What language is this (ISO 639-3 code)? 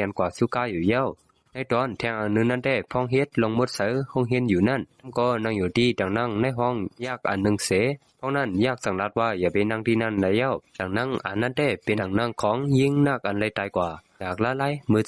shn